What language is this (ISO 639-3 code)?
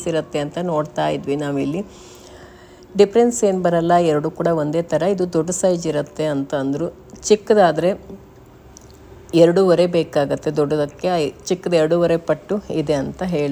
kan